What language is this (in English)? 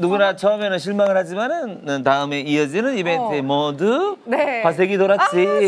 Korean